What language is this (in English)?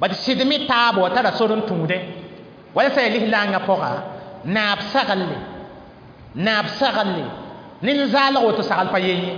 Mossi